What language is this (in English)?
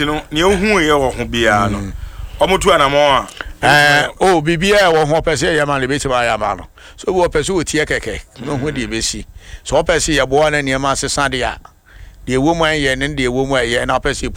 Akan